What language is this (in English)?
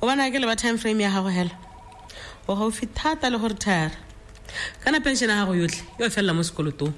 Tswana